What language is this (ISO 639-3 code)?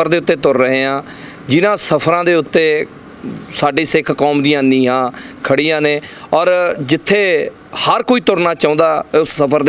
pan